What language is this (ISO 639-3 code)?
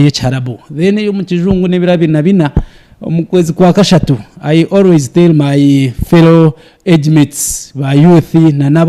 nyn